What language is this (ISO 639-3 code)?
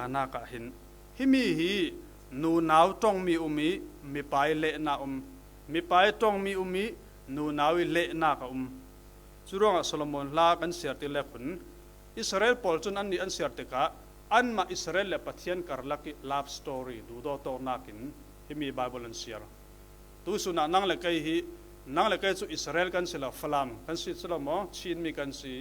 cfm